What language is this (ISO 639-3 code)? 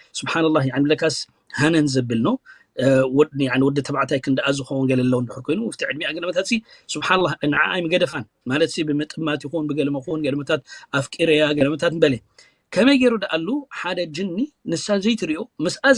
tir